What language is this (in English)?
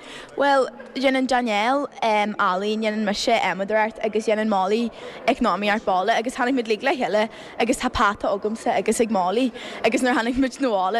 Irish